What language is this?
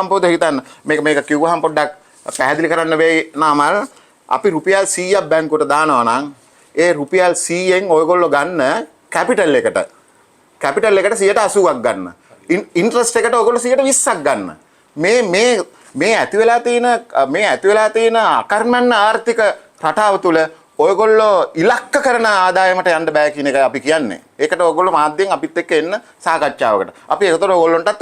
Sinhala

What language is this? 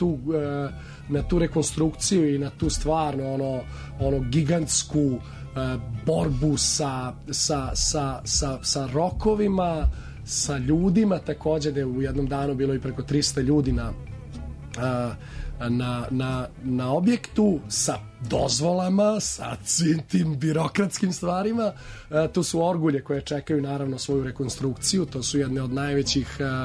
Serbian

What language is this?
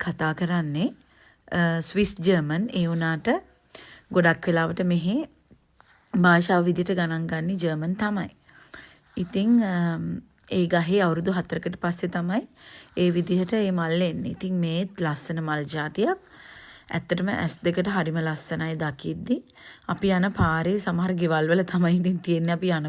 Sinhala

